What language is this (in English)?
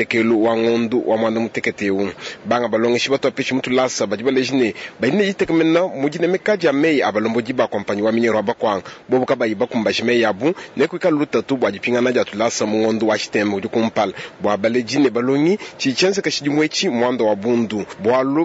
Luba-Lulua